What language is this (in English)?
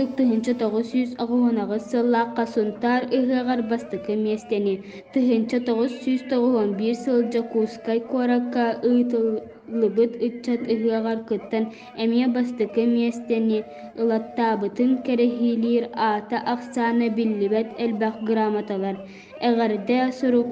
Yakut